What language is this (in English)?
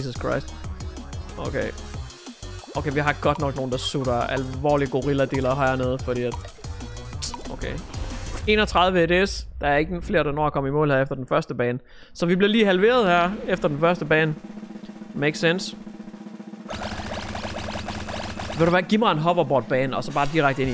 Danish